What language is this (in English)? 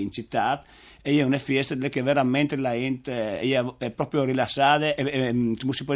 Friulian